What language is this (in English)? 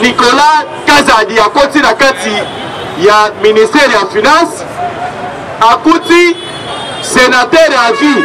Lingala